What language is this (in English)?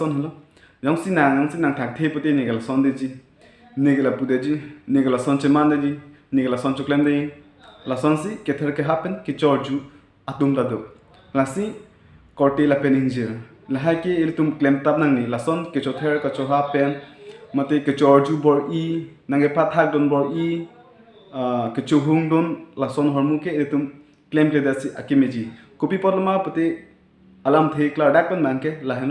Karbi